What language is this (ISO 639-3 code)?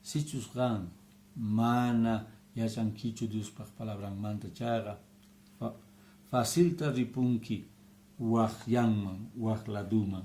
que